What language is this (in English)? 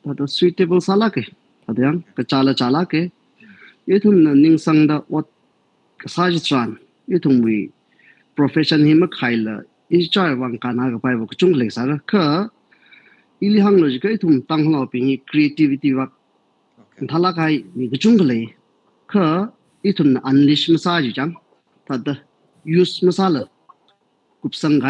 Tangkhul Naga (India)